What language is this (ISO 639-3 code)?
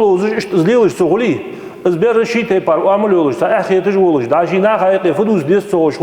inh